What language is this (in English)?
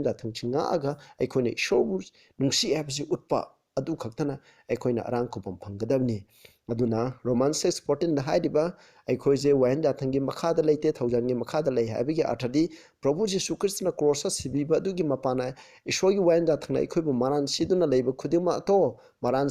Manipuri